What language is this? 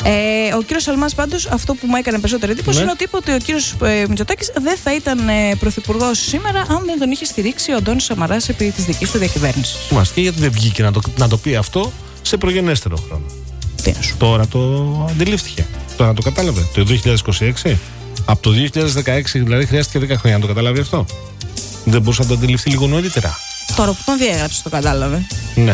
Greek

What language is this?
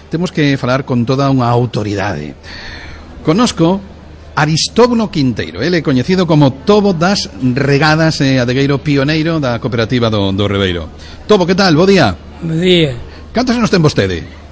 Galician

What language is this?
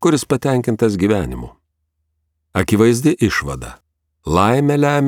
Lithuanian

